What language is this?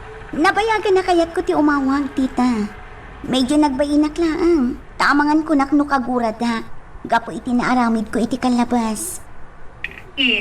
Iloko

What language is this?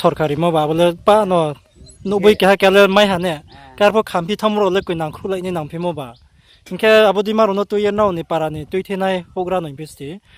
Riang (India)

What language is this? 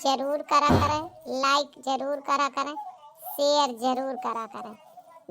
Awadhi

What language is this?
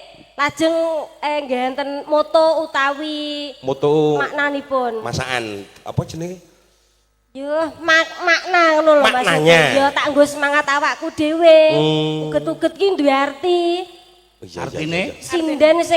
Javanese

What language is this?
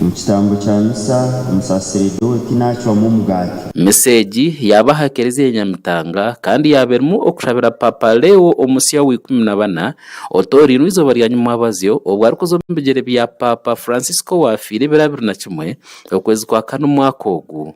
Nyankole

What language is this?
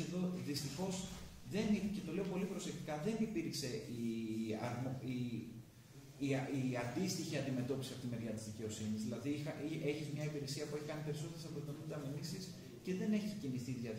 Greek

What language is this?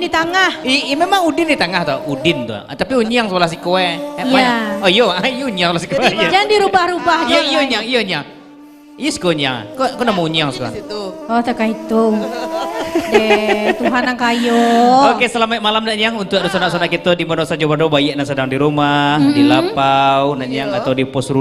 Minangkabau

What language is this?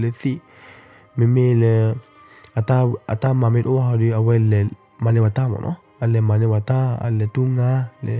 S'gaw Karen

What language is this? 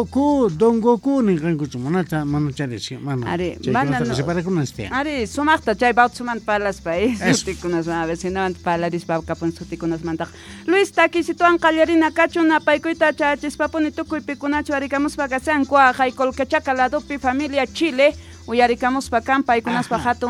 Quechua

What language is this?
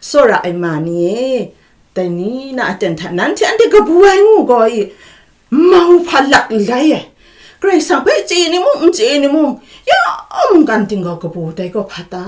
Kachin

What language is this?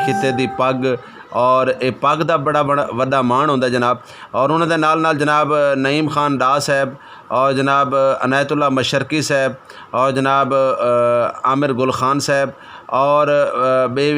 Saraiki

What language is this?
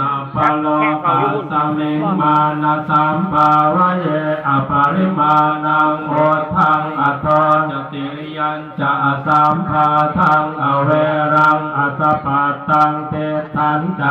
Pali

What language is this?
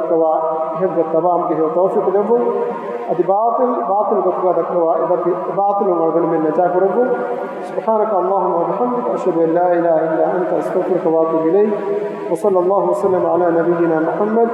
Divehi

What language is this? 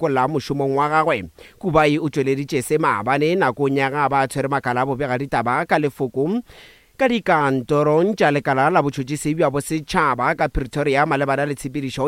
Northern Sotho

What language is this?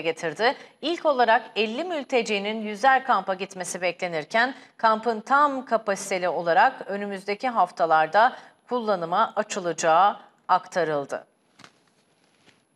Turkish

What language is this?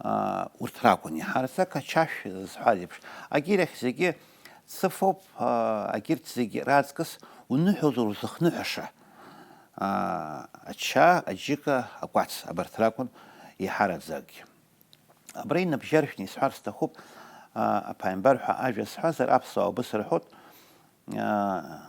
Abkhazian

